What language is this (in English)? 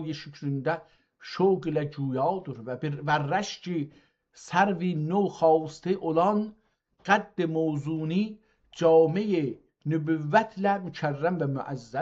South Azerbaijani